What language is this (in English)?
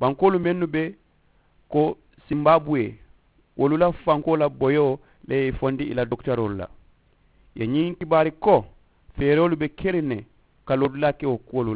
Mandingo